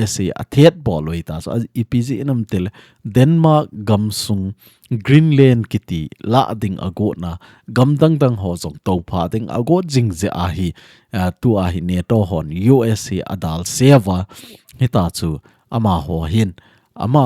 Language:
Thado Chin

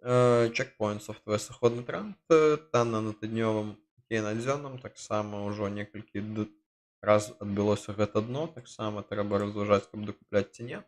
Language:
Belarusian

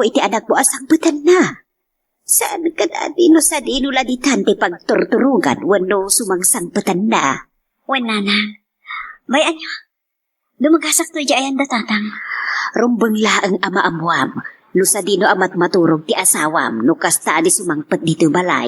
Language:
Iloko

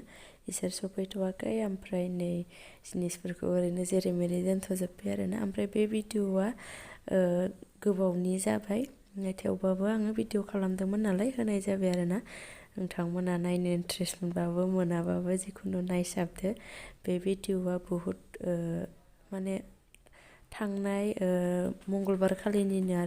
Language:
Bodo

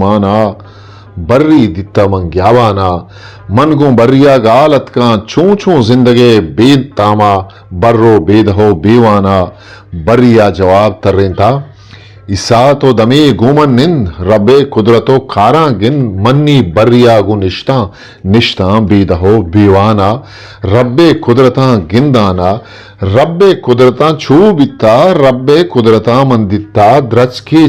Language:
Eastern Balochi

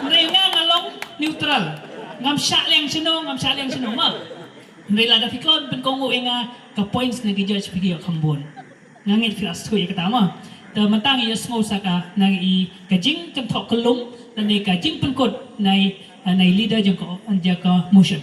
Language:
Khasi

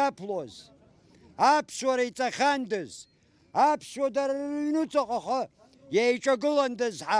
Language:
Abkhazian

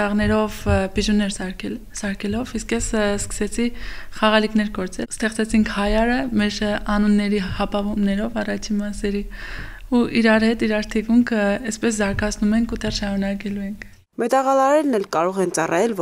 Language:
Armenian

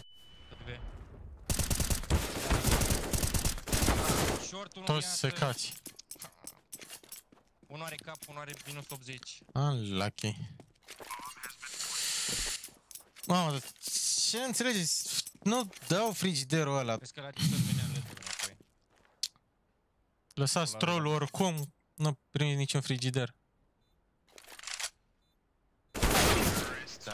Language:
Romanian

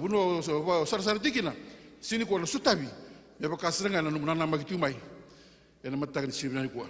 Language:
Fijian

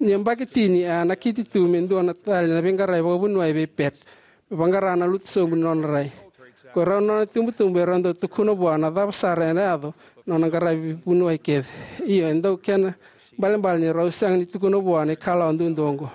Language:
Fijian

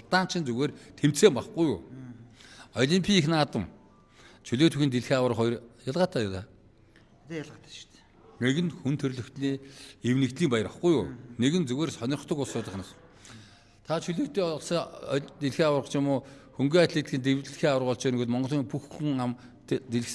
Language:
Mongolian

